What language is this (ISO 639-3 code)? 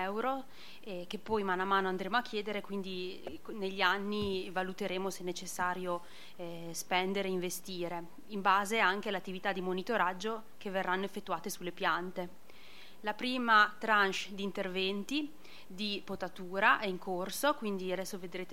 ita